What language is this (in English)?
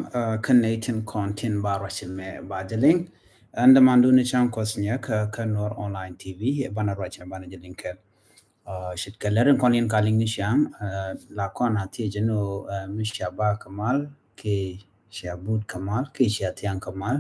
Nuer